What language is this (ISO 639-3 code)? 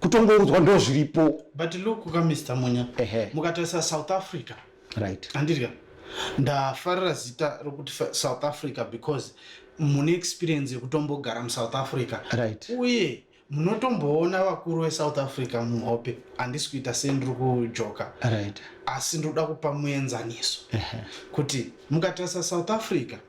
sna